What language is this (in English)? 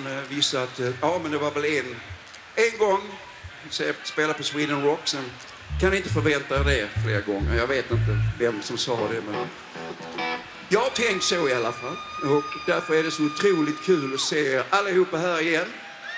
Swedish